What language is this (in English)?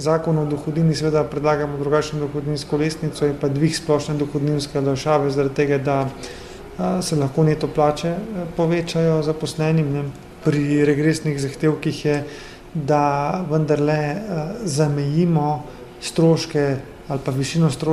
Slovenian